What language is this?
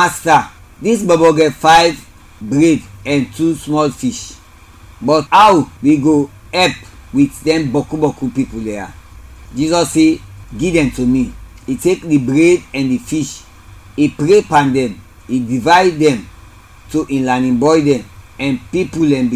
Krio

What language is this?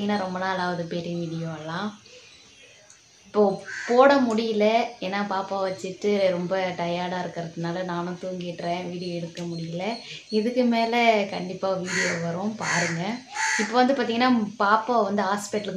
Tamil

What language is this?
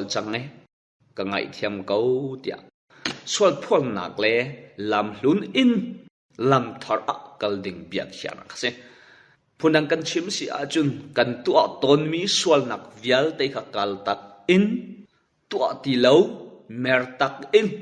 Hakha Chin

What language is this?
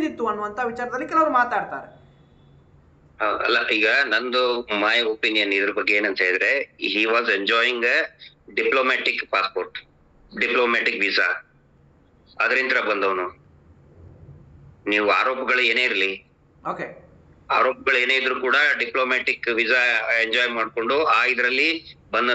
Kannada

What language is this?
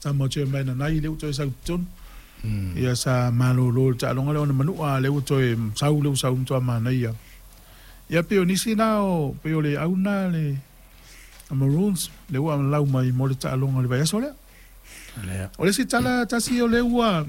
Samoan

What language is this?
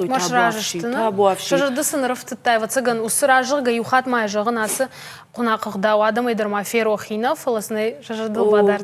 Ossetic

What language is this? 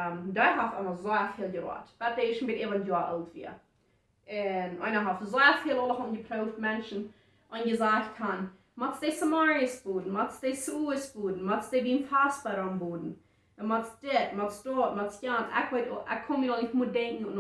Plautdietsch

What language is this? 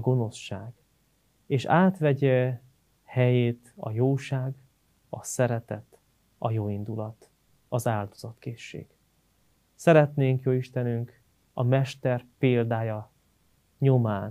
Hungarian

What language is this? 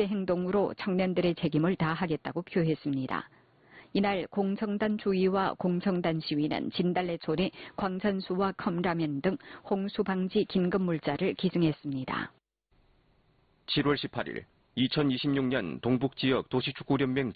Korean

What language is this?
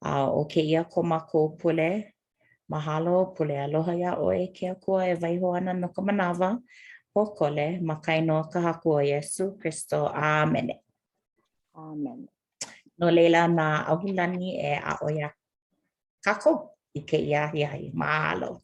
Hawaiian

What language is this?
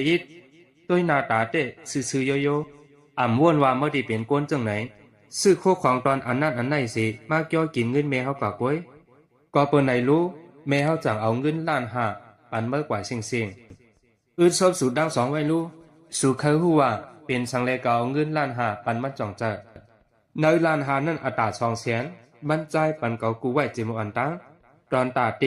Shan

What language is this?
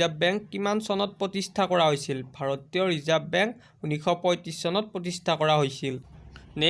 Assamese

